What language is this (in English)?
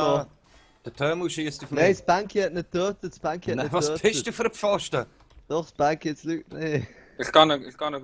Swiss German